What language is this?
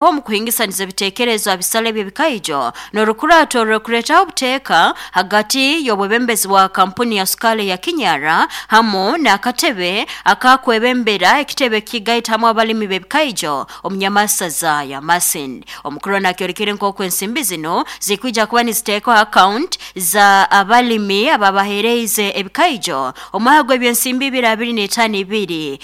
Nyoro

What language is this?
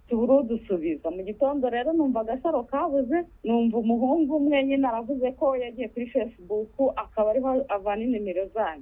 Kinyarwanda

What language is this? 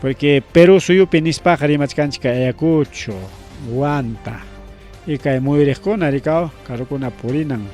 Ayacucho Quechua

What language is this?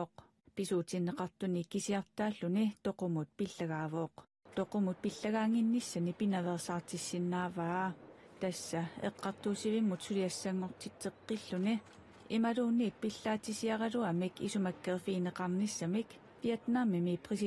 Kalaallisut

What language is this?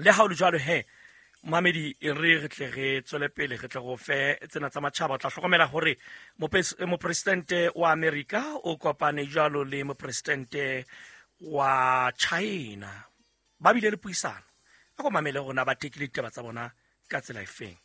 Southern Sotho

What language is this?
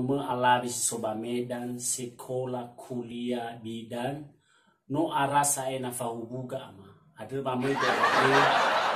Nias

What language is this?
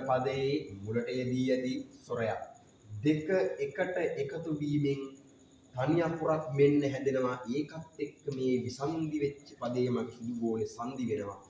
Sinhala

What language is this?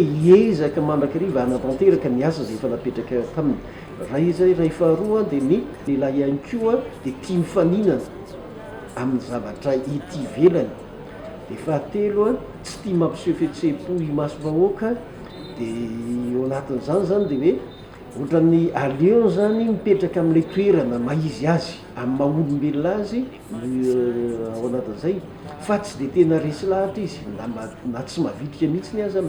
Malagasy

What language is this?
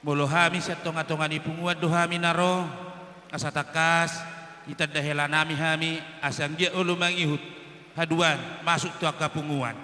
Batak Toba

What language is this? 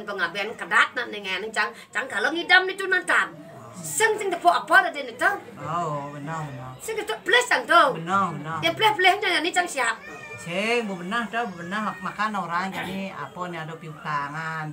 Balinese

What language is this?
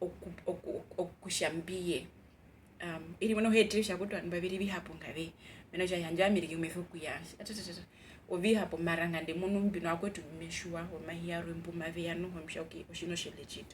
Herero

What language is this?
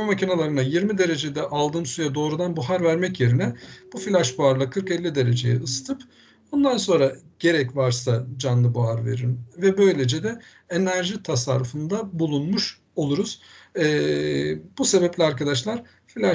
Turkish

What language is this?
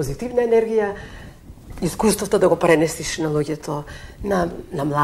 Macedonian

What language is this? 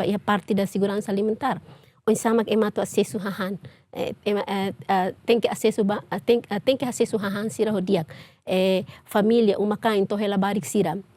Tetum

